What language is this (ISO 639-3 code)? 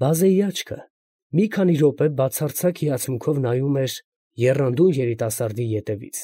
hye